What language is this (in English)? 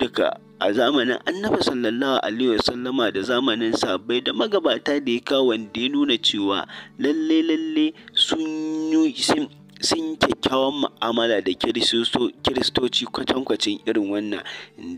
Hausa